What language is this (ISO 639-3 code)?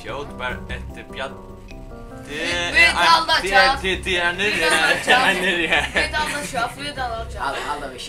fao